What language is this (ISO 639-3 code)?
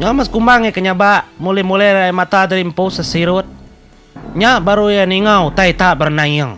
iba